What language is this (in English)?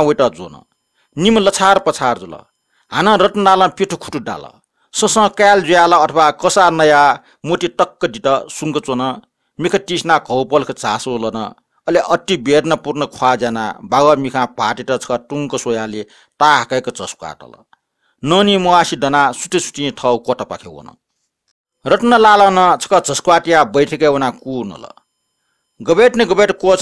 Newari